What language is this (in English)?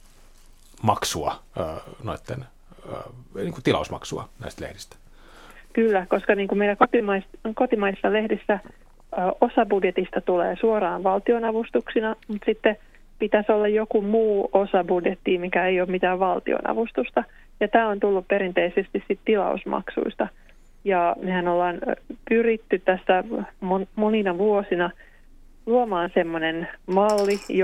Finnish